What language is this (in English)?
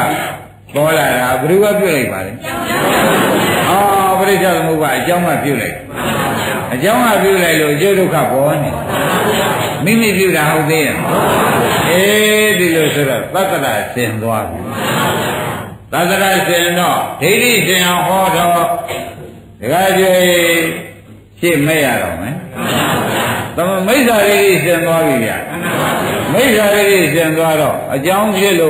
Burmese